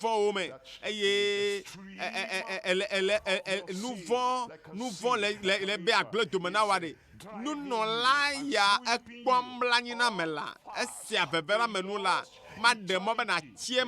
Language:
Ewe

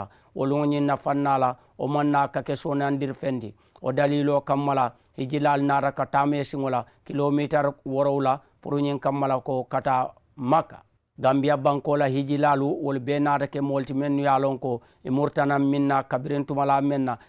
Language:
Mandingo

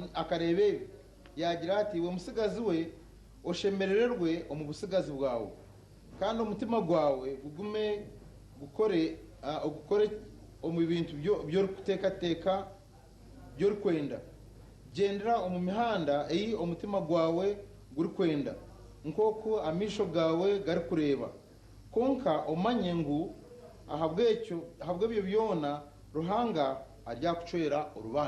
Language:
Nyankole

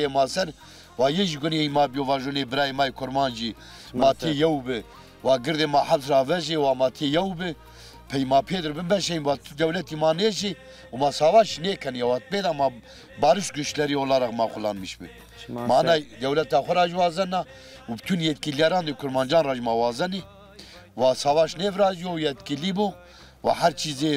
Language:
Zaza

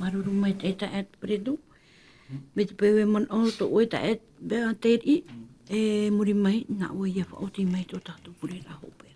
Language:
Tahitian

